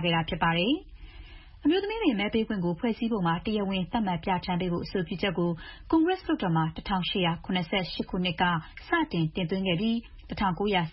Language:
Burmese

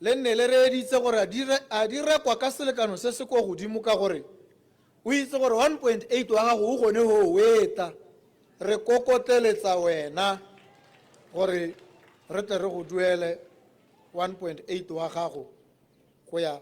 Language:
Tswana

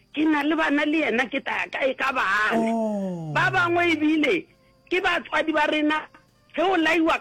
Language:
Northern Sotho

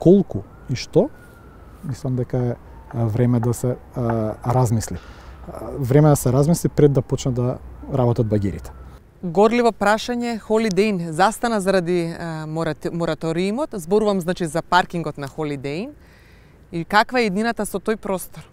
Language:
Macedonian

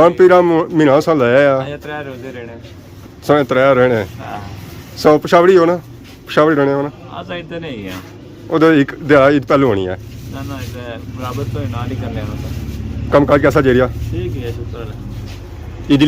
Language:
Pahari-Potwari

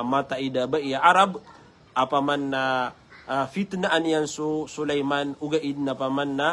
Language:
Maranao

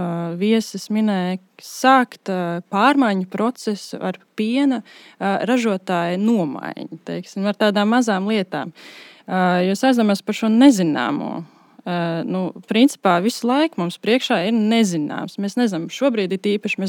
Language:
Latvian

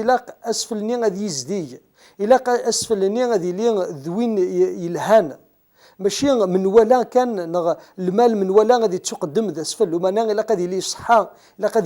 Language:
Kabyle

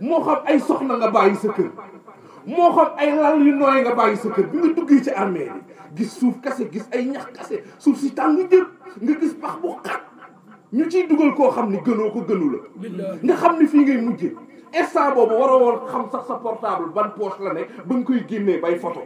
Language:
Wolof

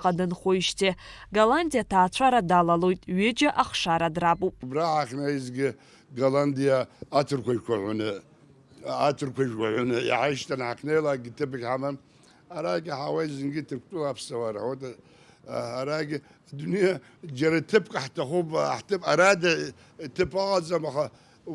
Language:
Abkhazian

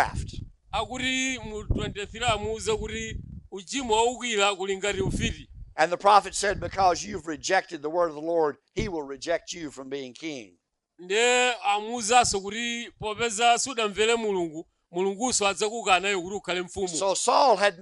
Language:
Nyanja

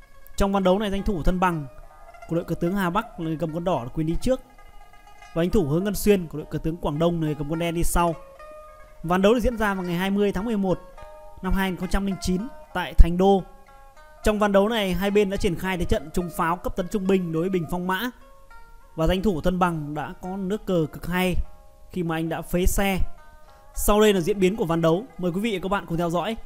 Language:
Vietnamese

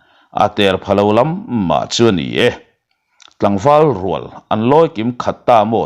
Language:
Mizo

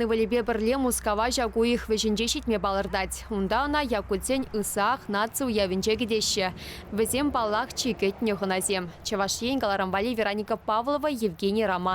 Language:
Chuvash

